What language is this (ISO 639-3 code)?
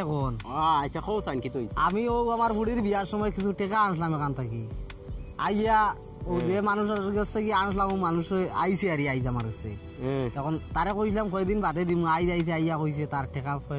syl